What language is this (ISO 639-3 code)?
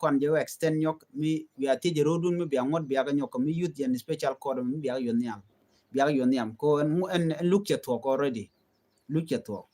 nus